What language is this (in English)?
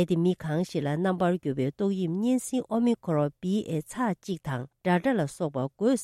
Tibetan